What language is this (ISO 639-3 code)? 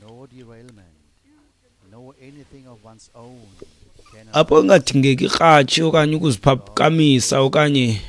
xho